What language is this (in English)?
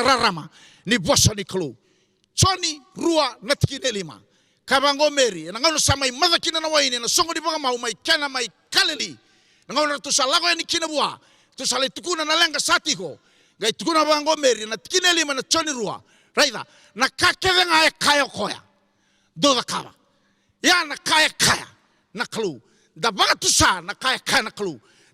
Fijian